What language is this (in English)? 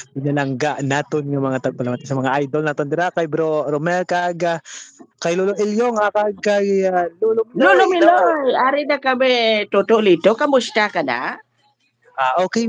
Hiligaynon